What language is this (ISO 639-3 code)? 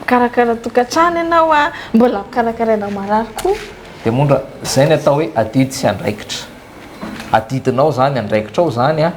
mlg